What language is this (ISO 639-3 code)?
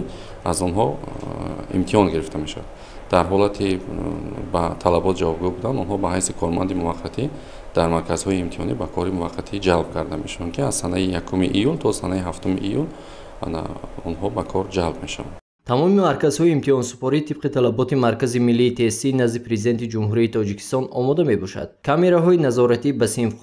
tgk